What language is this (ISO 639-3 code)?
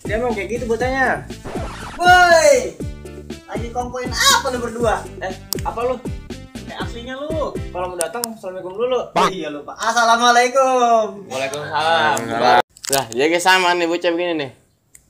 bew